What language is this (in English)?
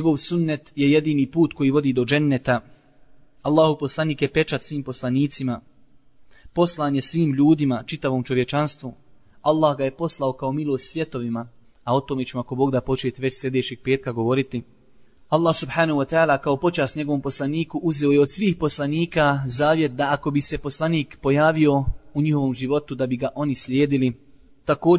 Bosnian